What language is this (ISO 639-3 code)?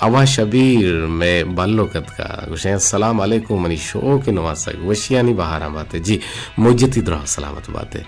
bgp